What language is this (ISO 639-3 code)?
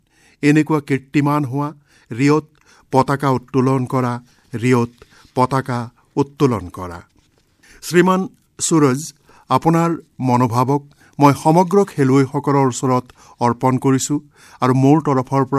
asm